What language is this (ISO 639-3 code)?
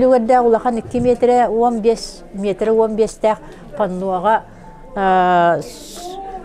sah